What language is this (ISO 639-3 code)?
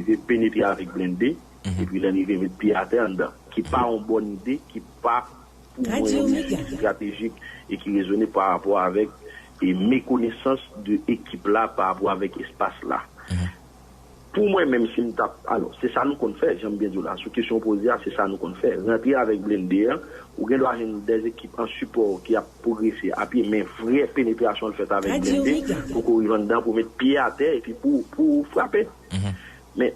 hat